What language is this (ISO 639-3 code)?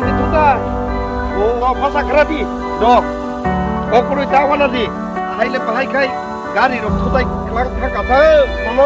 trp